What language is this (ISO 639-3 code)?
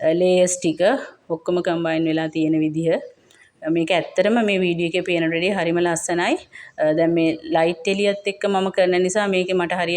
sin